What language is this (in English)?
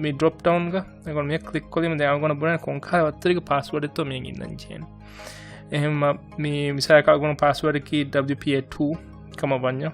Divehi